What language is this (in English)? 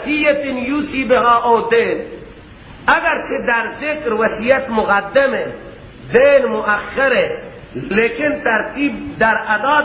Persian